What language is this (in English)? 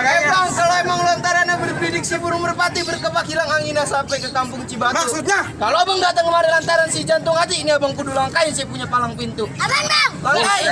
Betawi